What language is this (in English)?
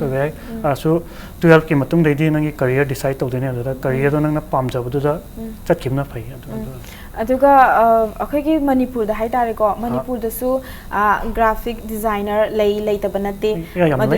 Manipuri